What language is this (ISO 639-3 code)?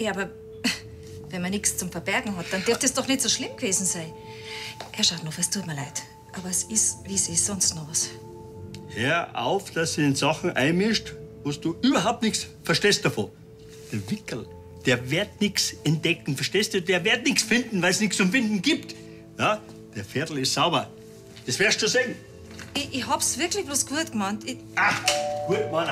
bar